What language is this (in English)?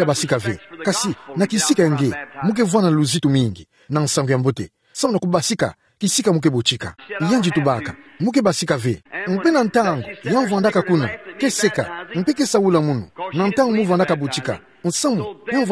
Kituba (Democratic Republic of Congo)